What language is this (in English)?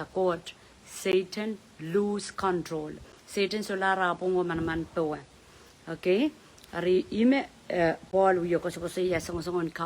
Pohnpeian